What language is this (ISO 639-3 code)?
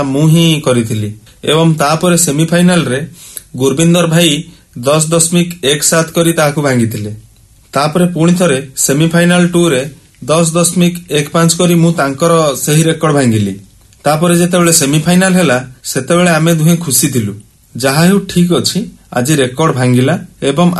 ori